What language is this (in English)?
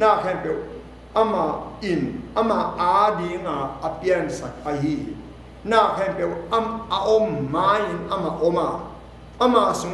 Tedim Chin